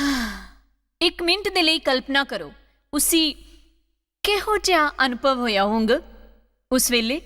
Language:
Dogri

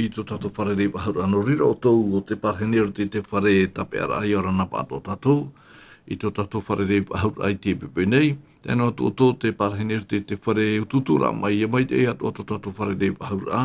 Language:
Tahitian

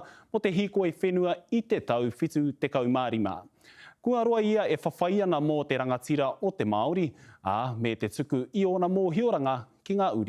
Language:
Māori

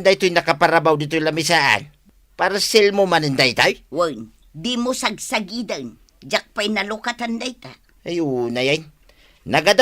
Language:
Iloko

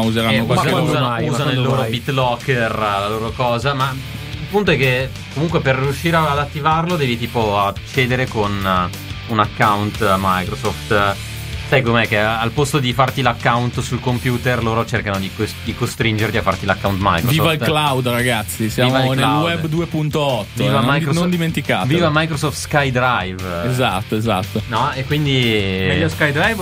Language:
Italian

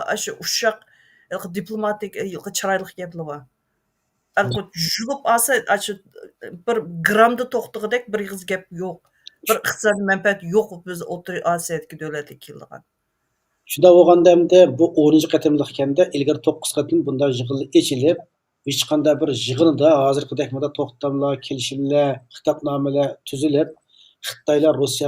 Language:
Uyghur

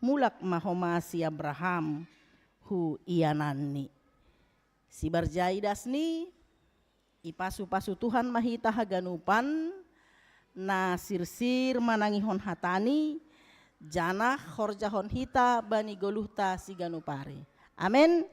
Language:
Batak Simalungun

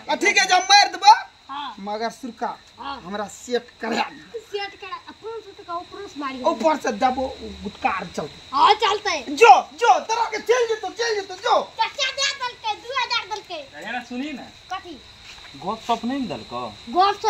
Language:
Maithili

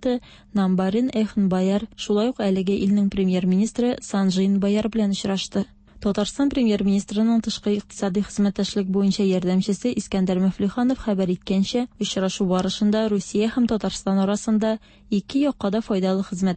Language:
Tatar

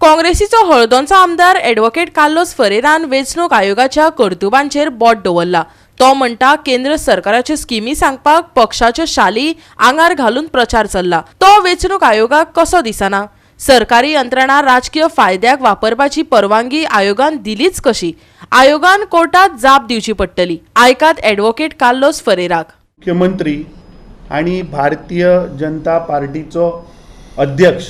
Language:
Konkani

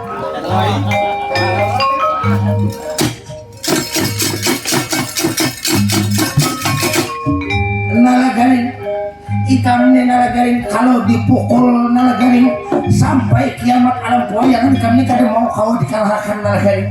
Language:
Banjar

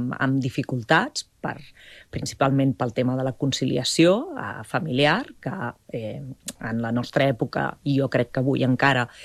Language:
Catalan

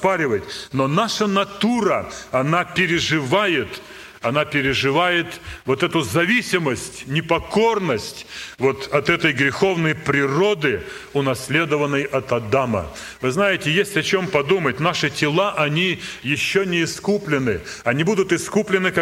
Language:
Russian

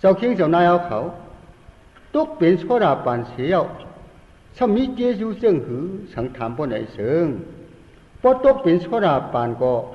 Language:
Shan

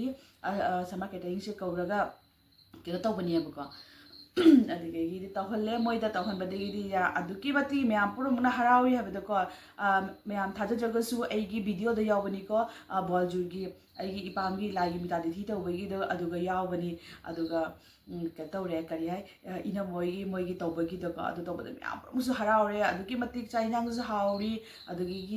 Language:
Manipuri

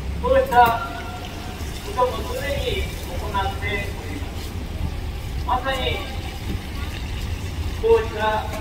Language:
Japanese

